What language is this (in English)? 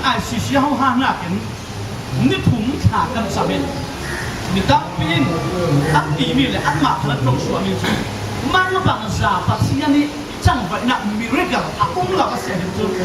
Falam Chin